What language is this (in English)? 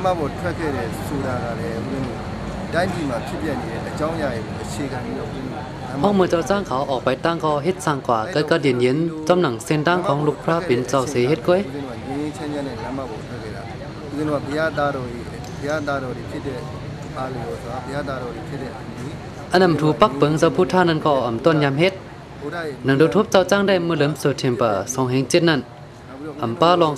Shan